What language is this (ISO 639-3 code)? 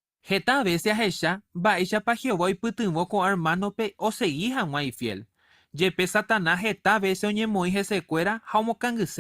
grn